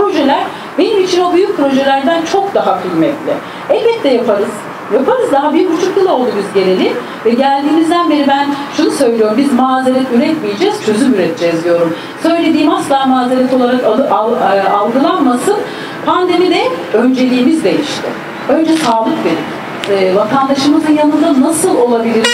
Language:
Turkish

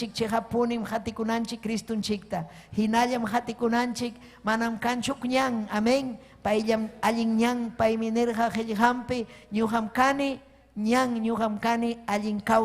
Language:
Ayacucho Quechua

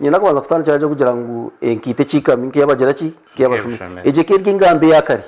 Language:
Nyankole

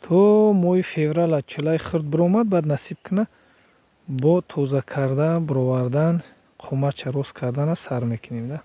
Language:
Tajik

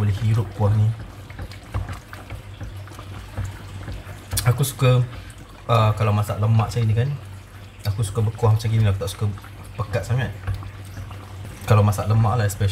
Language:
Malay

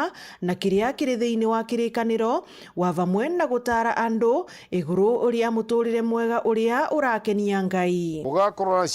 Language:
Meru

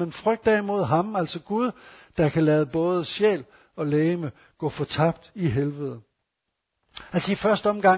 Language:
Danish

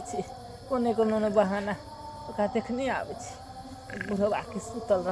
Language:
Maithili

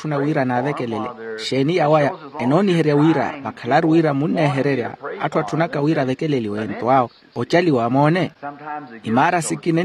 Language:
Makhuwa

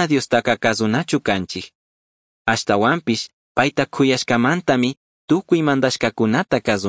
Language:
Chimborazo Highland Quichua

